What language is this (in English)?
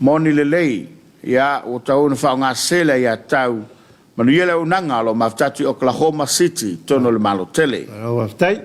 Samoan